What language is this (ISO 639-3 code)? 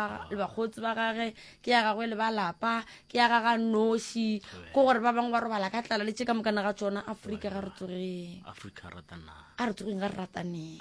nso